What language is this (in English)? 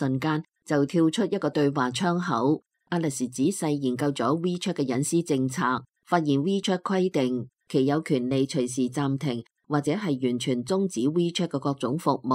Cantonese